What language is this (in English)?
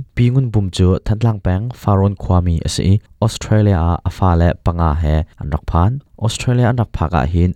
Hakha Chin